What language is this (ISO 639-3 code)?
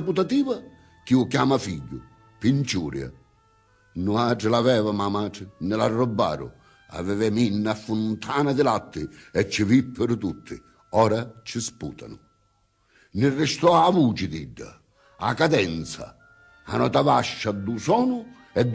scn